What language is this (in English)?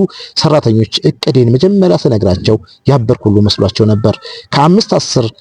Amharic